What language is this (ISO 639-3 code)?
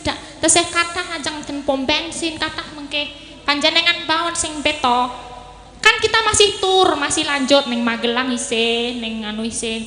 jav